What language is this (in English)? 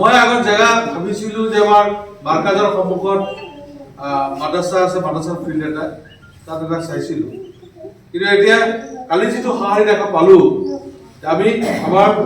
Assamese